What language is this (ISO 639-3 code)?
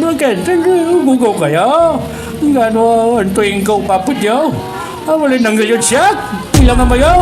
pag